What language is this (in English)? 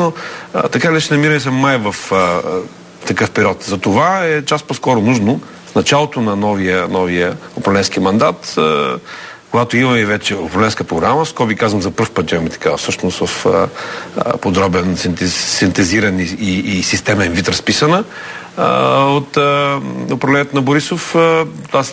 Bulgarian